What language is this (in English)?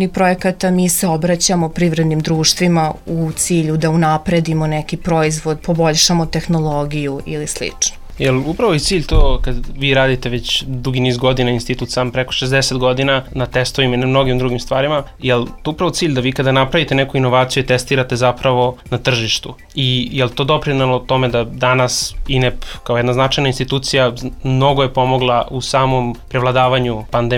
Serbian